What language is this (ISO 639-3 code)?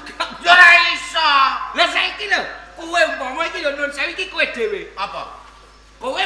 jav